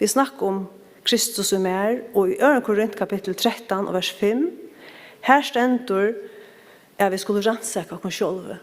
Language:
Faroese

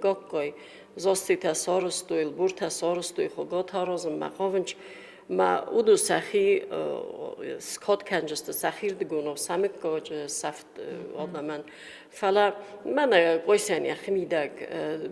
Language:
Ossetic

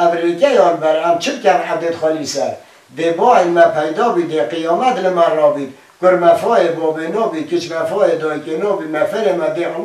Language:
Kurdish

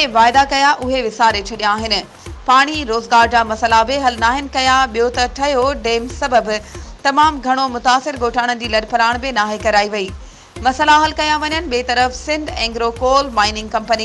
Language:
Sindhi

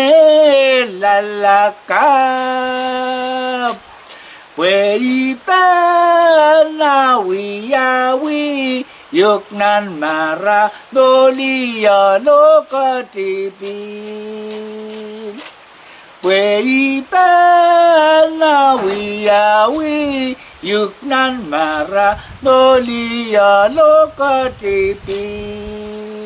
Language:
Pohnpeian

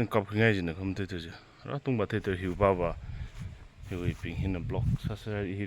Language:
Tangkhul Naga (India)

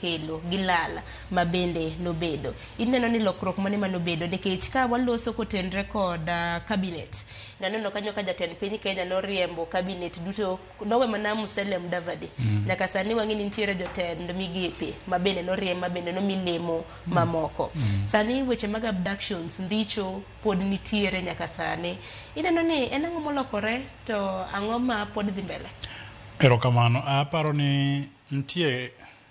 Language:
Luo (Kenya and Tanzania)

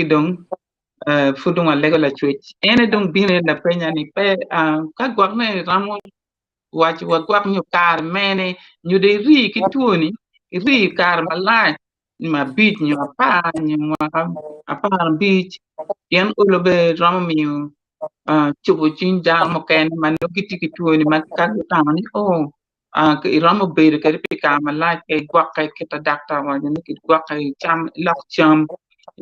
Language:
Acoli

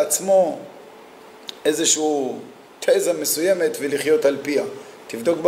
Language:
Hebrew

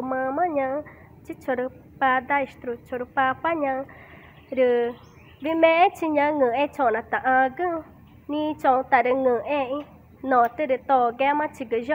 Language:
Ticuna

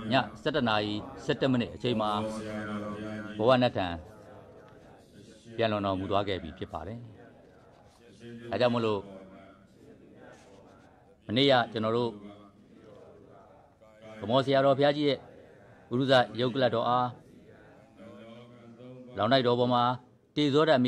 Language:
Burmese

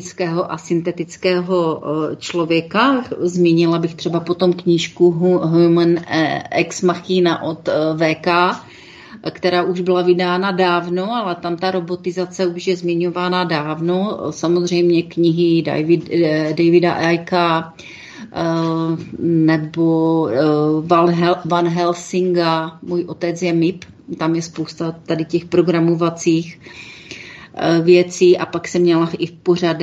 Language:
Czech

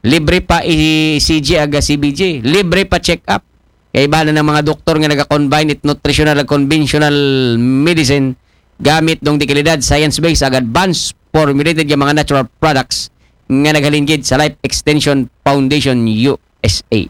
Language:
Aklanon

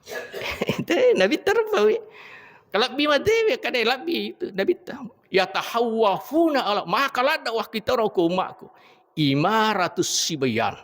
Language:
Buginese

